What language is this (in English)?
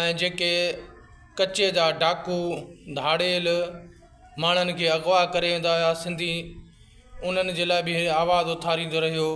Sindhi